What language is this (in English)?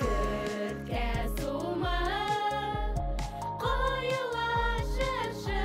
Bashkir